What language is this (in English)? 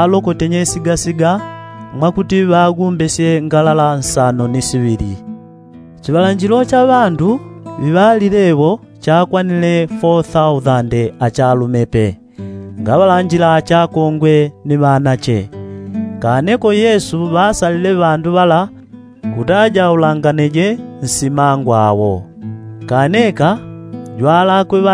Yao